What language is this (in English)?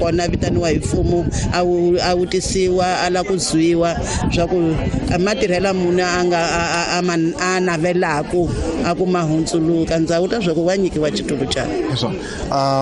Tsonga